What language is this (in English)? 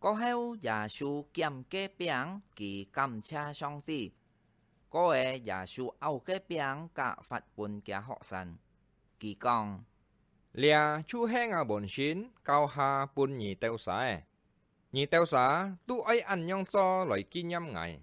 Hakka Chinese